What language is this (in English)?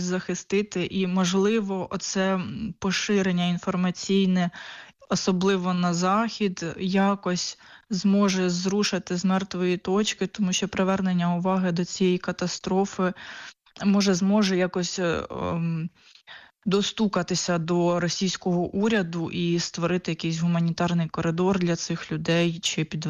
Ukrainian